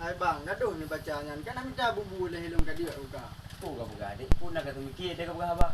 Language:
Achinese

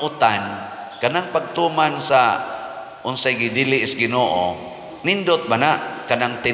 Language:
Cebuano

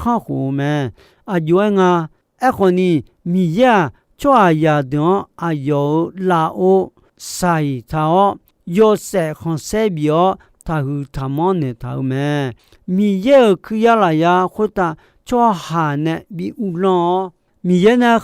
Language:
Akha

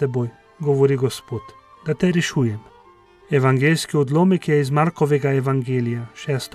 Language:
Slovenian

